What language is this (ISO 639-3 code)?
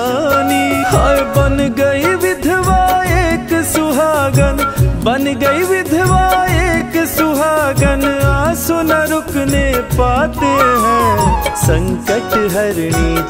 hin